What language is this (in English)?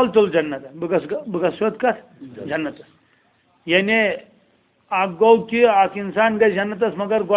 Kashmiri